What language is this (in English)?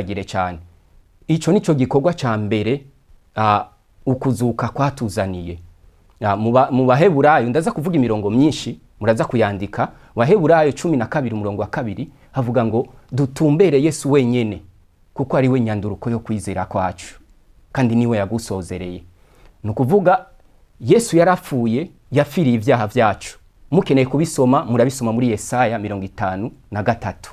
Rundi